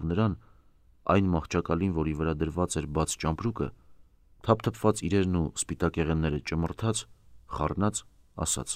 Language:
Armenian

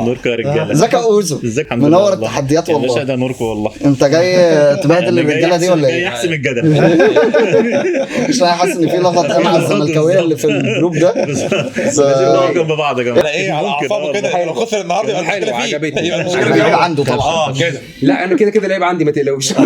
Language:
Egyptian Arabic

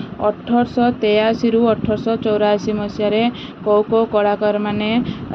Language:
Odia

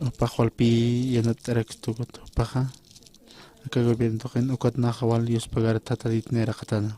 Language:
Aymara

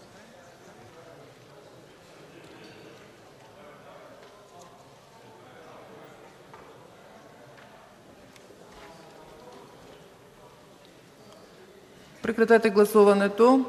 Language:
Bulgarian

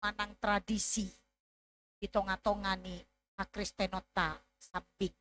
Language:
Batak Toba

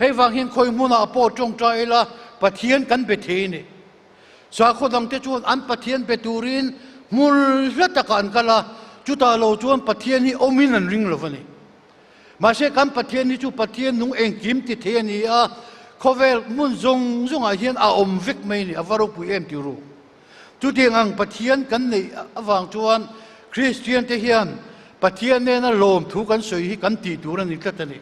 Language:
Mizo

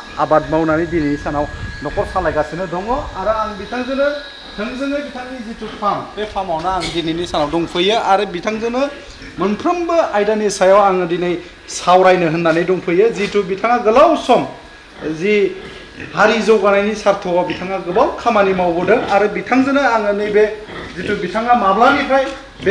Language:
Bodo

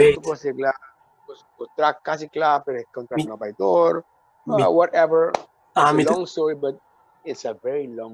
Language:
Papiamento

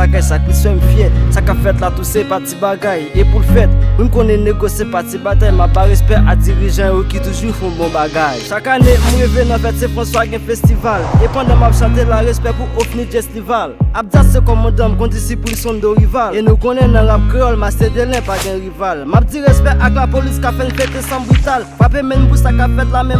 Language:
Haitian Creole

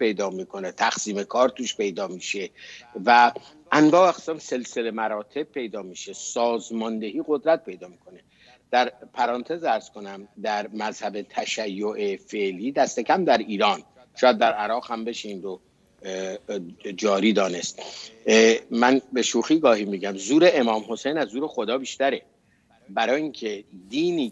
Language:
Persian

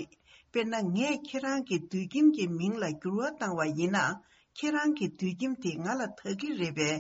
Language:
Tibetan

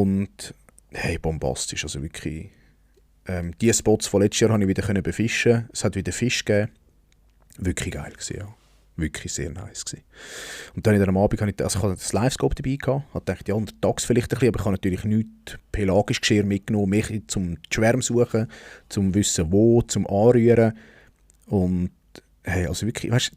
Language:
Swiss German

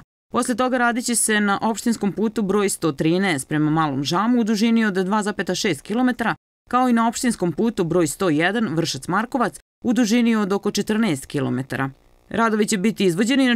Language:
Serbian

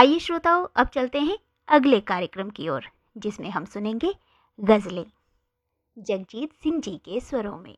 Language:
Hindi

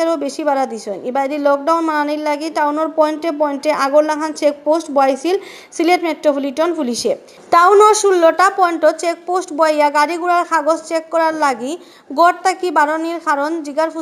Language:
Sylheti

